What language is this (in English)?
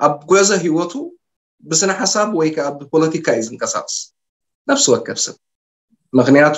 Tigrinya